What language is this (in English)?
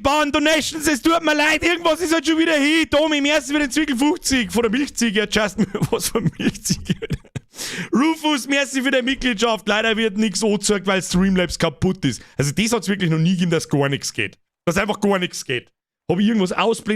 Bavarian